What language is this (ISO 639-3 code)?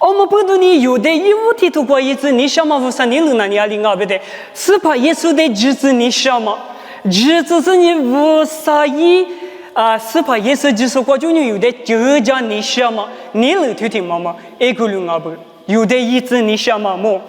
lis